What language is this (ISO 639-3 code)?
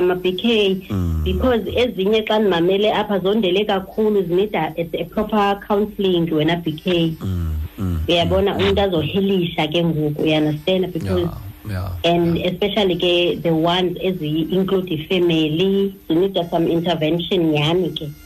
xho